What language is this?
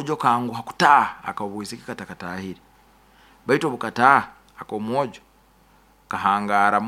Nyoro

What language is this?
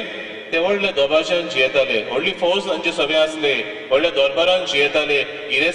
Konkani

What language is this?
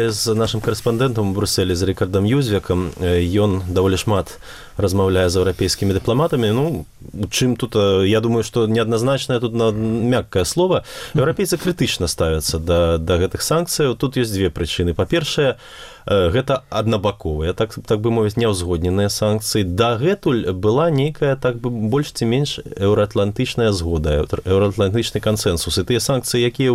Belarusian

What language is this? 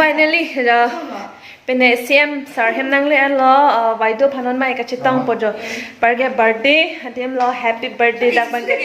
Karbi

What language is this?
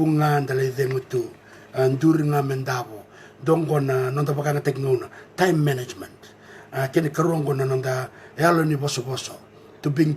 Fijian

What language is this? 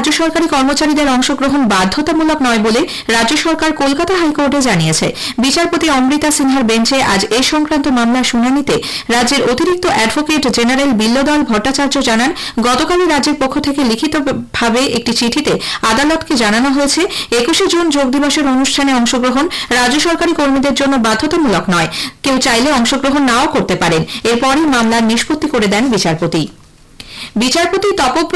Bangla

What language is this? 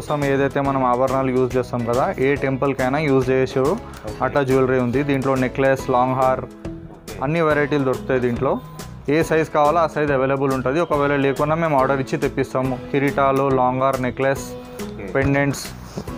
Telugu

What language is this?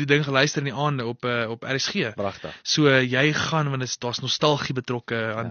Afrikaans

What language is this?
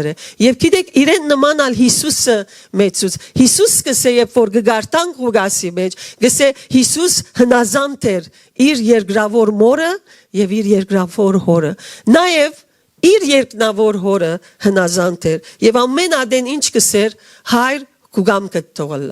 Western Armenian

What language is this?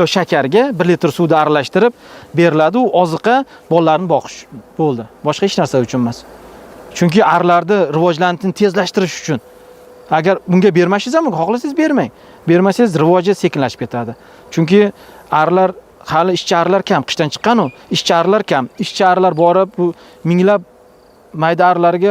Uzbek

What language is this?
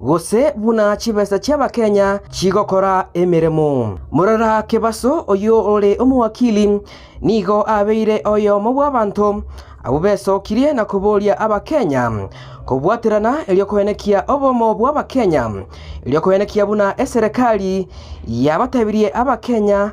Gusii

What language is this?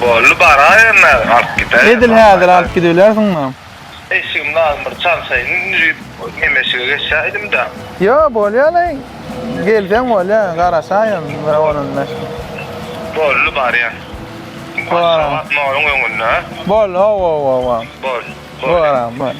Turkmen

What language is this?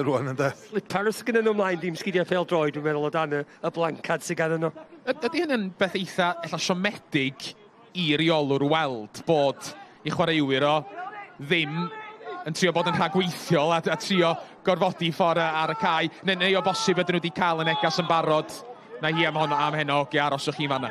Welsh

